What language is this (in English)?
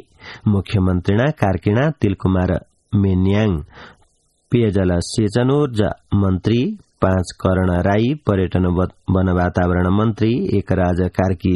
Sanskrit